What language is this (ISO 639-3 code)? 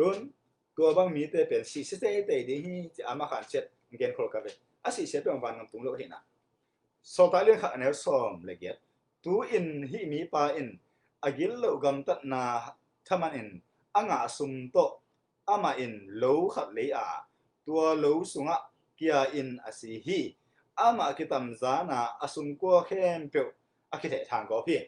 ctd